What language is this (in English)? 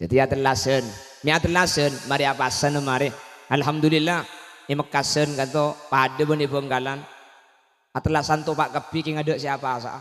Madurese